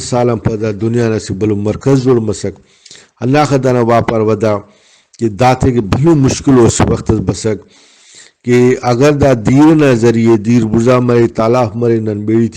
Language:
Brahui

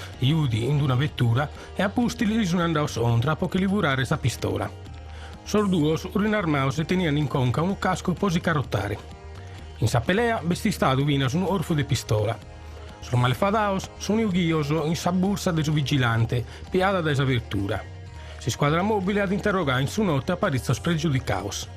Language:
Sardinian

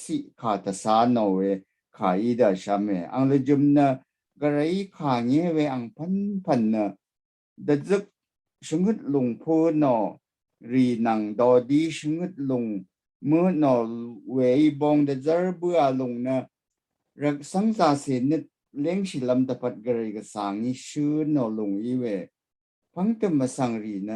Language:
Rawang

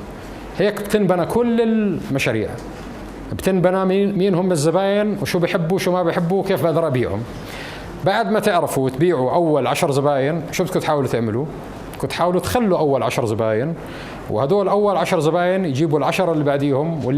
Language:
North Levantine Arabic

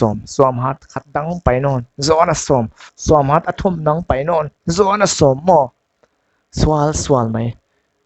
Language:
Paite Chin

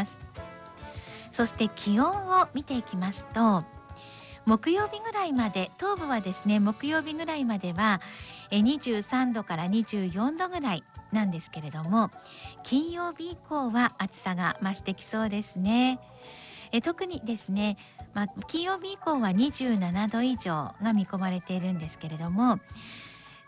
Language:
Japanese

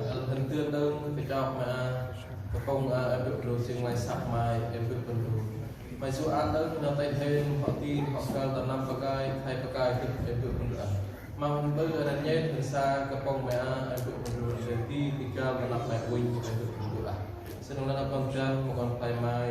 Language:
Central Mnong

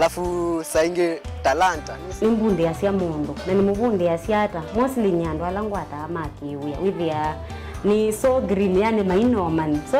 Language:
Kamba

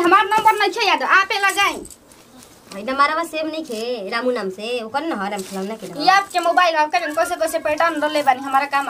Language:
Bhojpuri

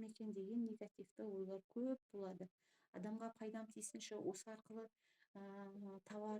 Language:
Kazakh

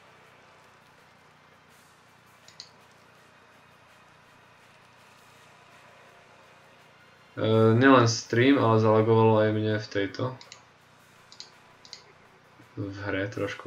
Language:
Slovak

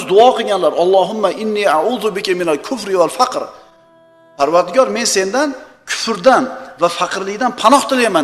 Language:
Uzbek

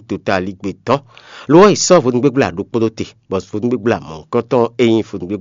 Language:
Fon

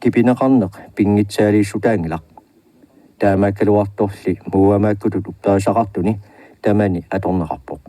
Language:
Kalaallisut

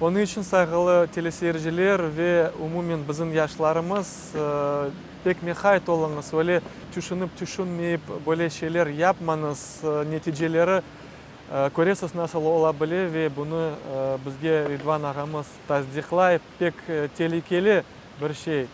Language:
Crimean Tatar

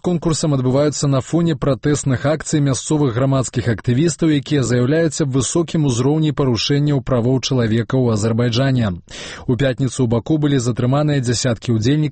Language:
Belarusian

